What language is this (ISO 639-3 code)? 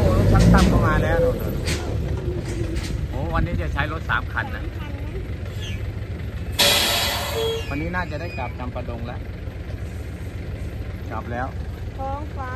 tha